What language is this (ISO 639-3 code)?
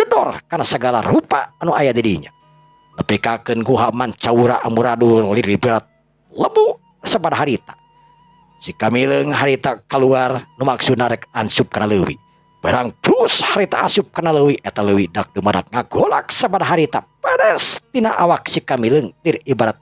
sun